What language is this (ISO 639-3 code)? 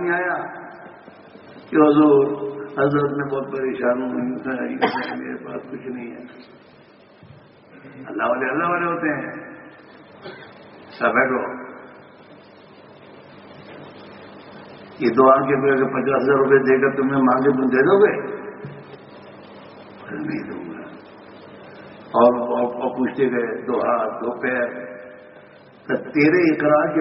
urd